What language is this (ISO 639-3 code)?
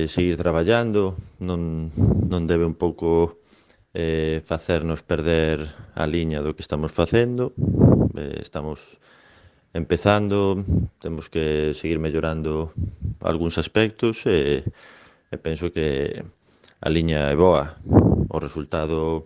glg